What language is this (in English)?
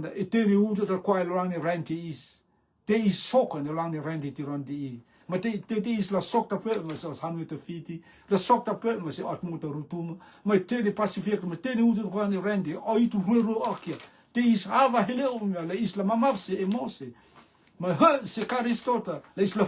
Rotuman